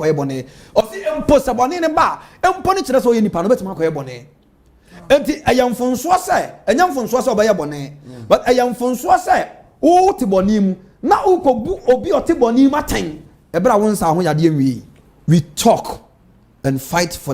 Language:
Akan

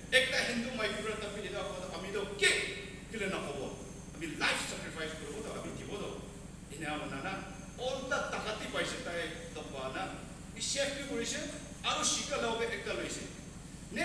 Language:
Naga Pidgin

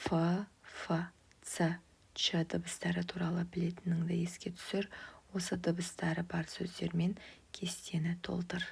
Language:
Kazakh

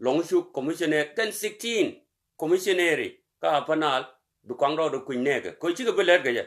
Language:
Nuer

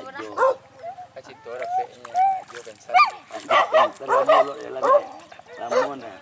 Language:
Minangkabau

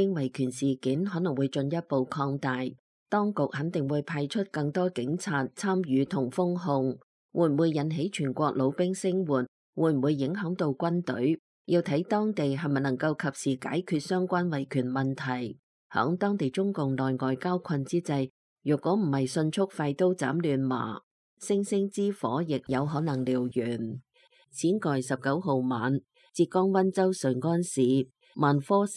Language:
Cantonese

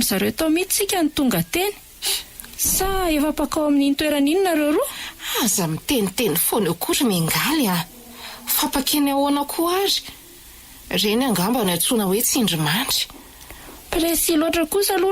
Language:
Malagasy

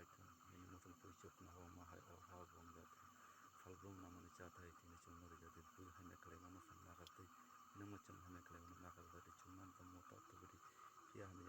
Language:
Kok Borok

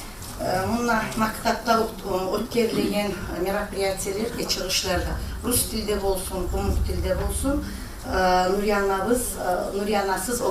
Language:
Kumyk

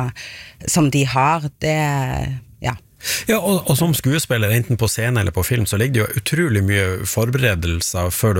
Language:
Norwegian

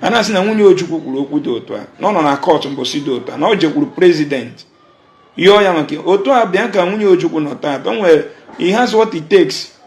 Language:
Igbo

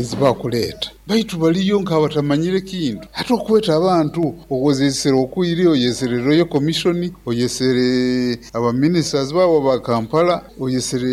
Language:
Nyoro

